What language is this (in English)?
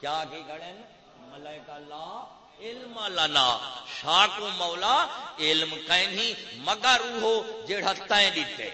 Saraiki